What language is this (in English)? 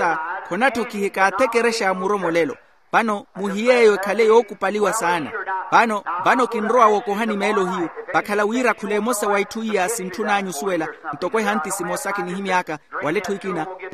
Makhuwa